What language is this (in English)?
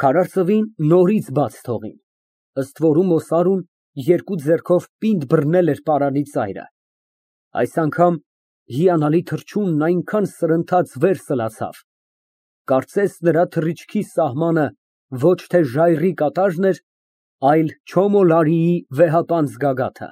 Armenian